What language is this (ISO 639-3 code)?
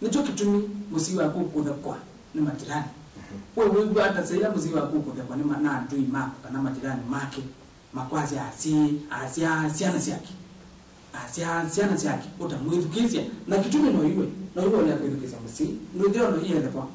kam